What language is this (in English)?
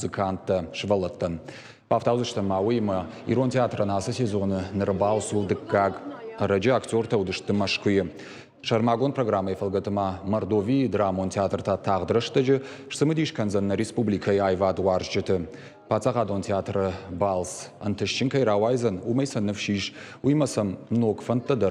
Ossetic